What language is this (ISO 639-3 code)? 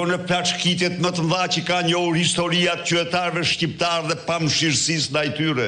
sqi